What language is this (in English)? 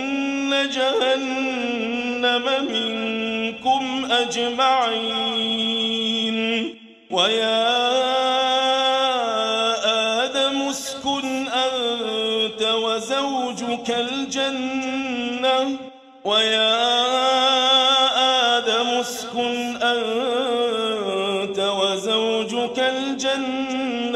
Arabic